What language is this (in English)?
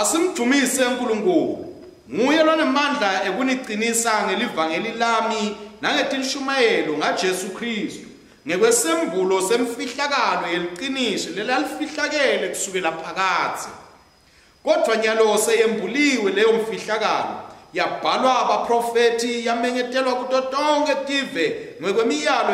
Swati